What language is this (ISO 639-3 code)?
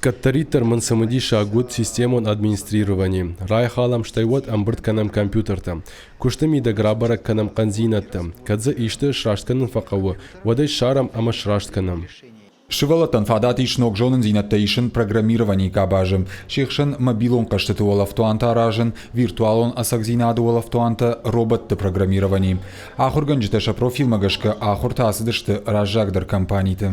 oss